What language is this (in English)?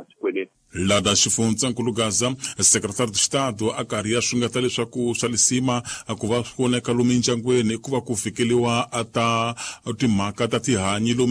Tsonga